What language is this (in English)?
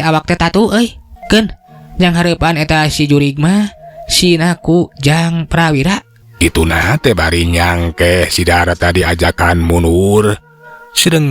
Sundanese